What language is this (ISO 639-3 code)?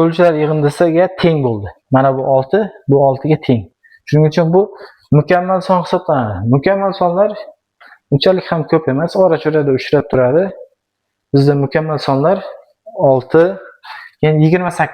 uzb